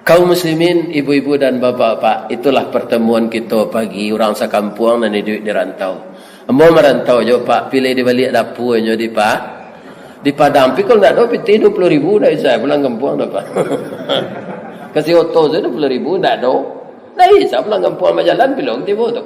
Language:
Minangkabau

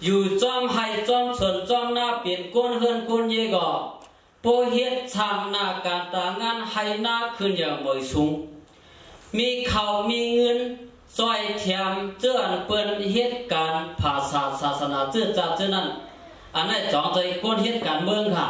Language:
Shan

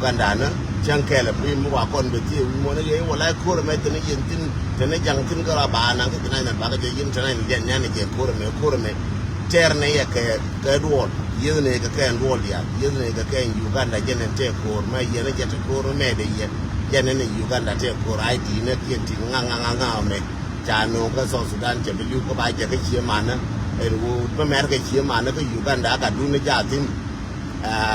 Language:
Nuer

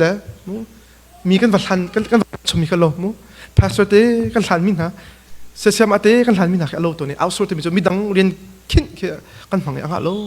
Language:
Hakha Chin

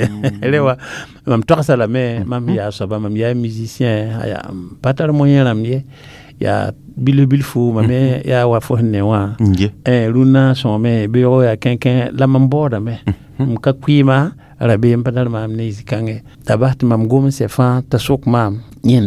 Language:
Mossi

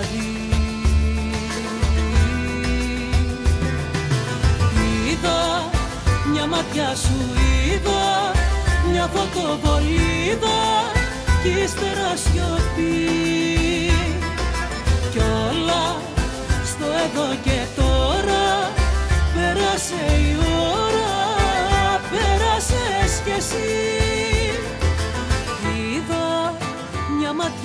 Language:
Greek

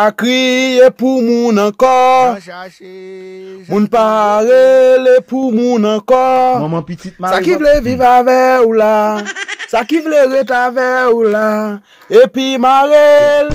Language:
Haitian Creole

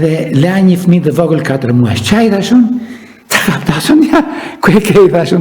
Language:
Albanian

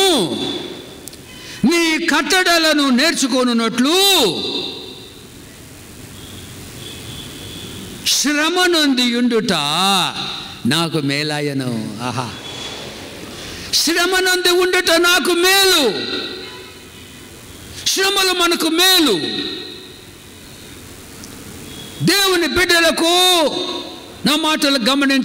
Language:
Telugu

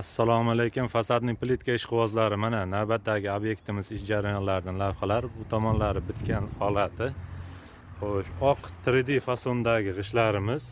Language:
Uzbek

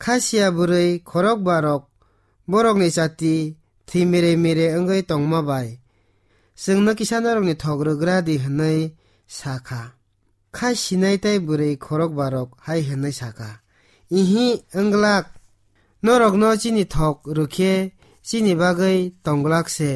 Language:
Kok Borok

